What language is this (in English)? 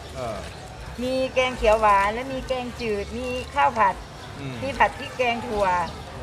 Thai